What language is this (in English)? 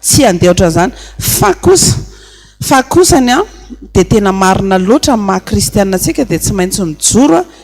Malagasy